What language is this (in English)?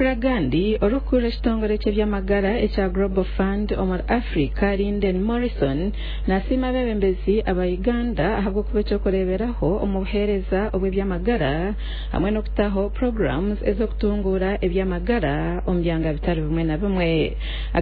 Nyankole